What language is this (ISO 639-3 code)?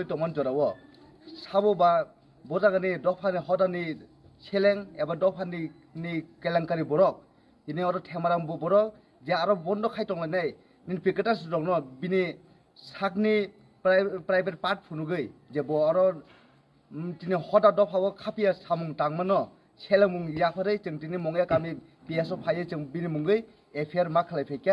trp